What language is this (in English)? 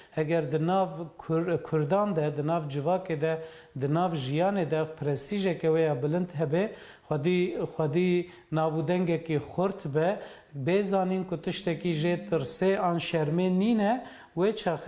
Kurdish